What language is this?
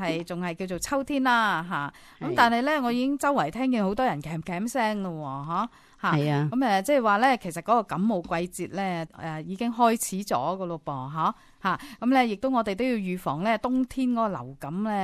Cantonese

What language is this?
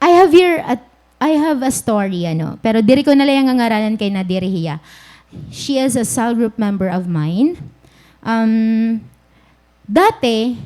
Waray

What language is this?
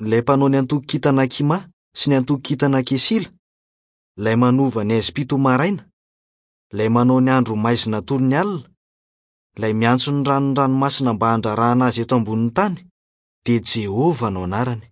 Malagasy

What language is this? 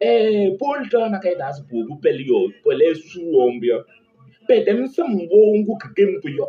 Kabiyè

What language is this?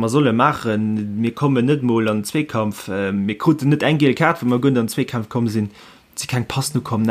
Luxembourgish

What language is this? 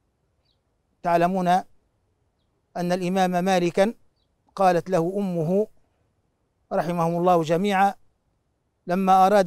Arabic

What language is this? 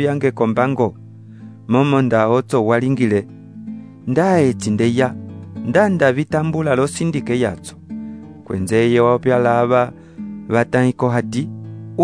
Umbundu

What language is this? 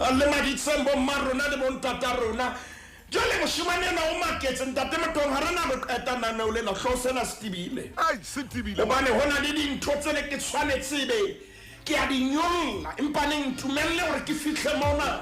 Southern Sotho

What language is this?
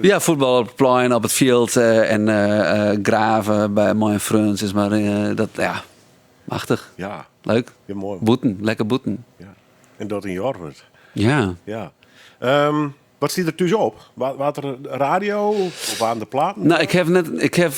Western Frisian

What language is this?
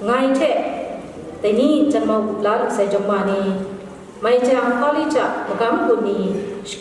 Kachin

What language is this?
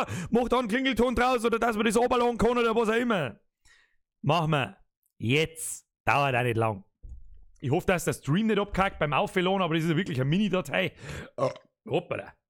Bavarian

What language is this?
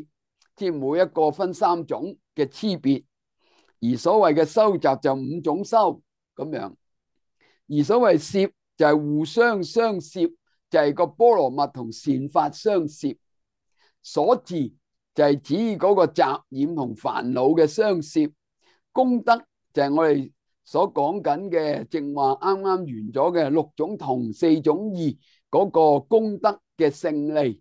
Cantonese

